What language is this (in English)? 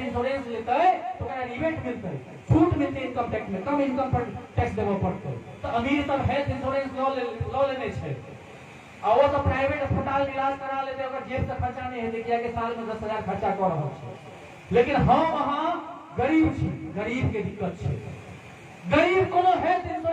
Maithili